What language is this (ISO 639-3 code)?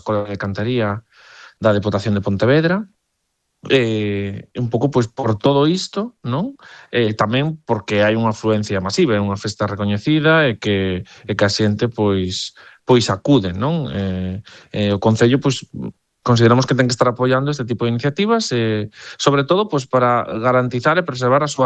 glg